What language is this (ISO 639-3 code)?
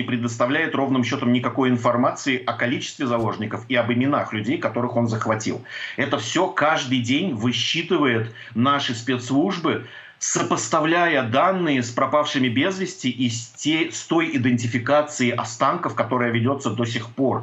rus